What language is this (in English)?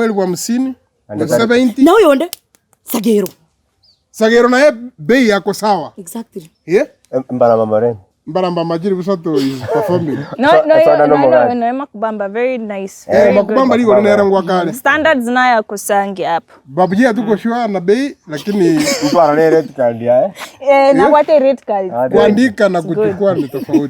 Gusii